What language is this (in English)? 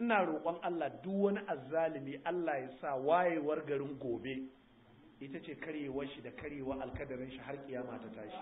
Hausa